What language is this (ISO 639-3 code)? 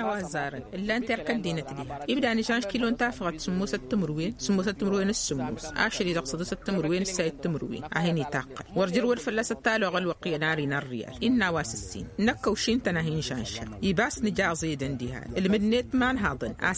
taq